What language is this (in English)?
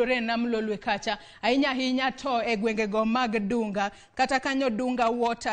Luo (Kenya and Tanzania)